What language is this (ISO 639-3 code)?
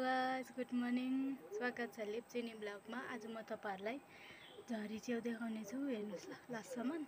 nep